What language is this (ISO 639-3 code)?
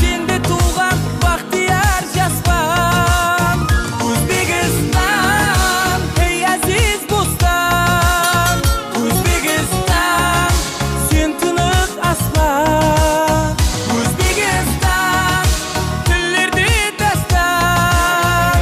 kaa